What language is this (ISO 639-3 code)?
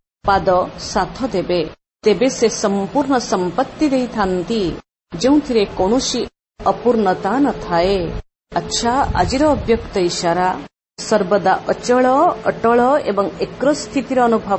ori